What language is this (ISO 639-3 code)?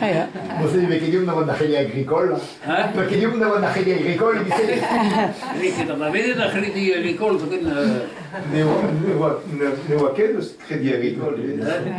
bre